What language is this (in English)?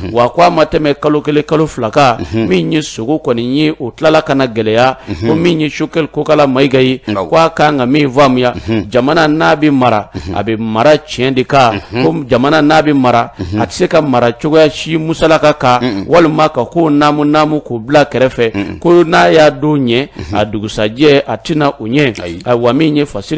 Bambara